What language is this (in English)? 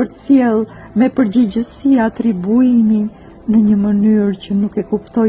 Albanian